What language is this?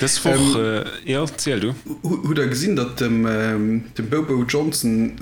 Luxembourgish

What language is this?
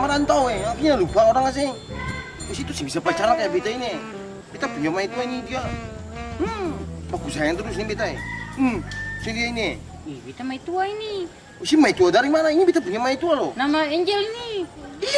Ambonese Malay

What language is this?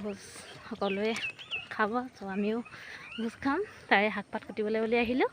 Assamese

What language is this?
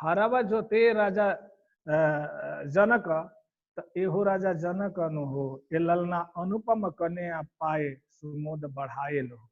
Bhojpuri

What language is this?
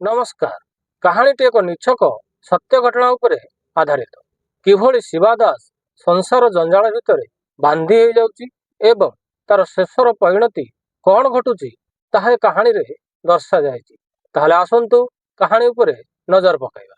Odia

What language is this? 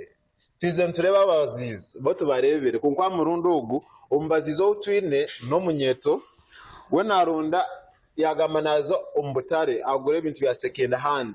Nyankole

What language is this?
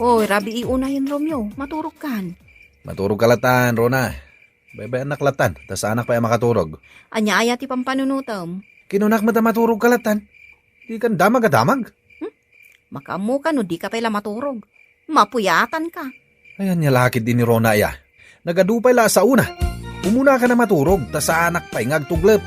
Iloko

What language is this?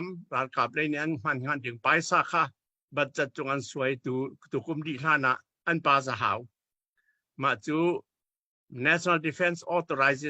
Hakha Chin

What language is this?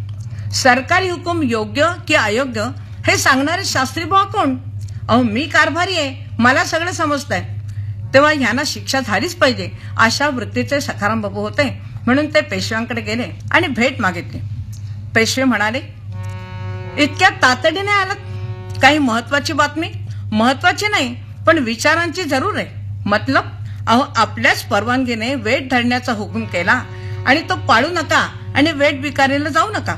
Marathi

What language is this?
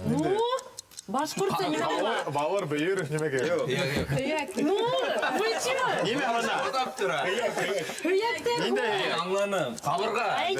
Bashkir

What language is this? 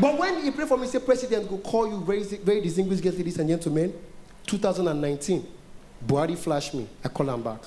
Nigerian Pidgin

